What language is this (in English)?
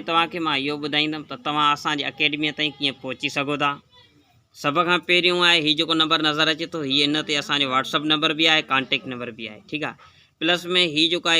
Sindhi